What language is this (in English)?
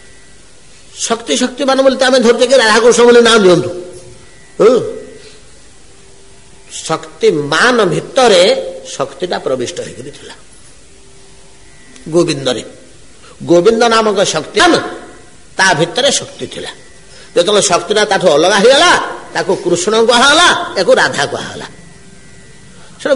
Odia